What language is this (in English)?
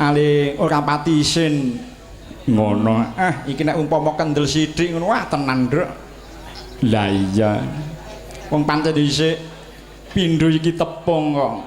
Javanese